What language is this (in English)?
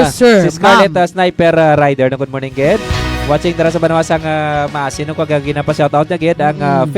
Hiligaynon